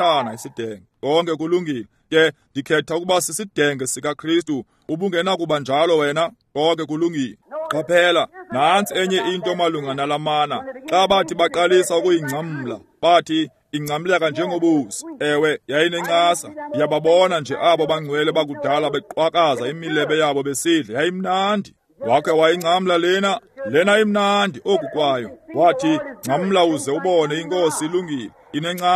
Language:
Xhosa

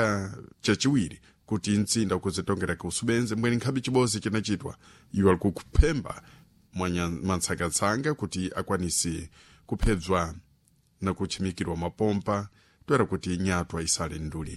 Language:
Sena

